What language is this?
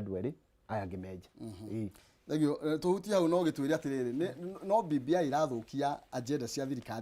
Kikuyu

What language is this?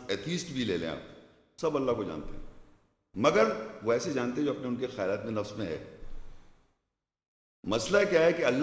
Urdu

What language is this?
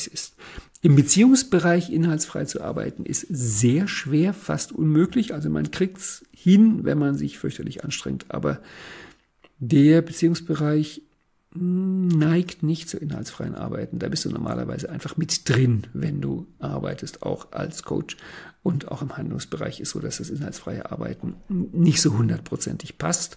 German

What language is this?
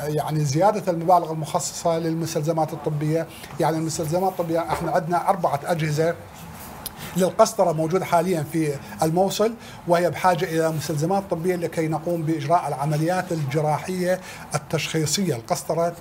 Mesopotamian Arabic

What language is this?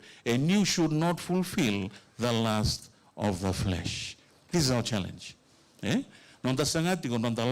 Fijian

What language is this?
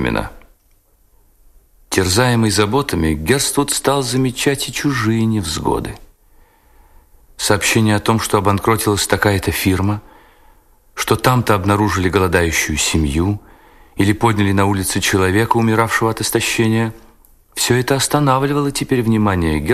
Russian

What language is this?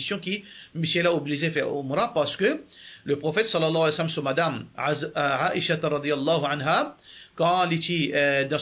Morisyen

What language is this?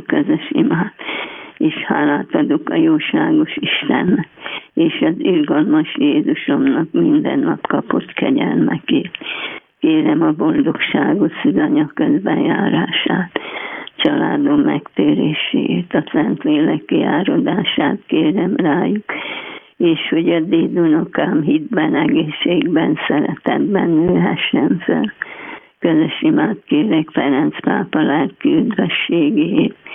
Hungarian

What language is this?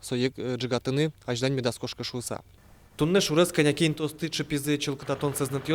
Udmurt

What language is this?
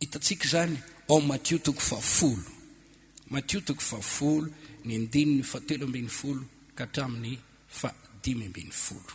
Malagasy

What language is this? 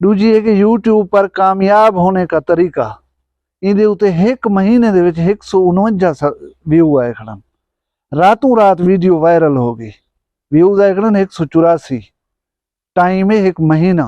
Saraiki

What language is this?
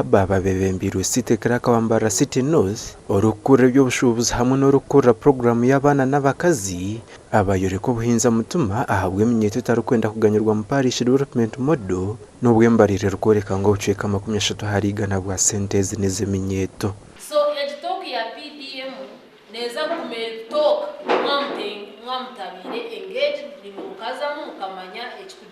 Nyankole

